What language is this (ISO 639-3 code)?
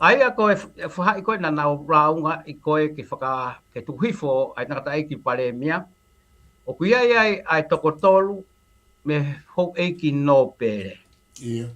ton